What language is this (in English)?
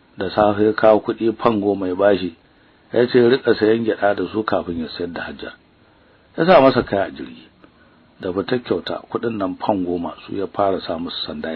Hausa